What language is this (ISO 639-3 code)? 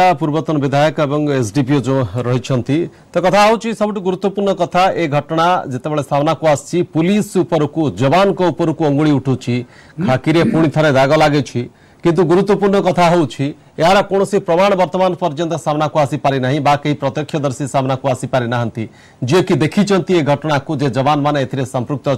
ori